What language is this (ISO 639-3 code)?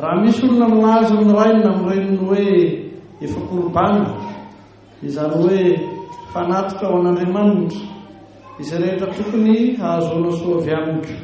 mlg